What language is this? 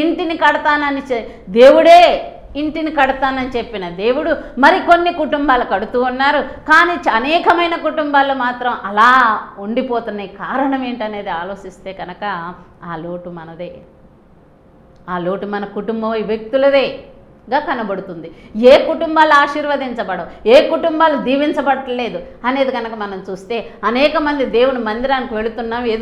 Telugu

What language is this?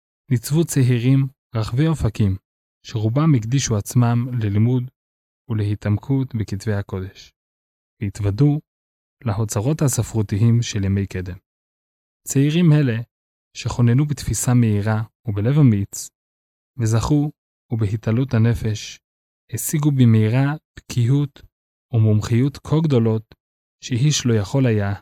Hebrew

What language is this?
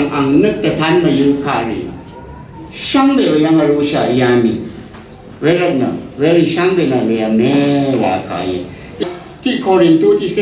Rawang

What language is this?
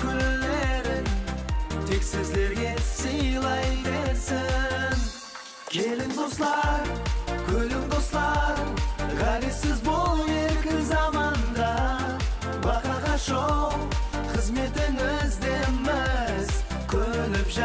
Kara-Kalpak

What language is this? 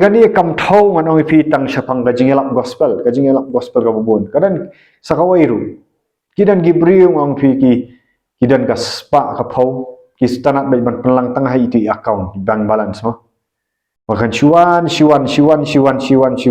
Khasi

